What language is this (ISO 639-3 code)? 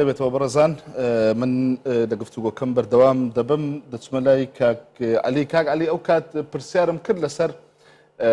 ckb